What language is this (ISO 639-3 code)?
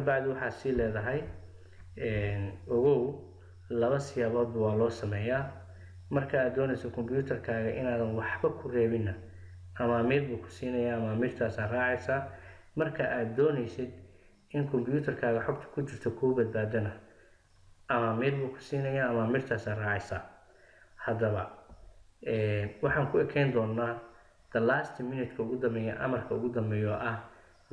som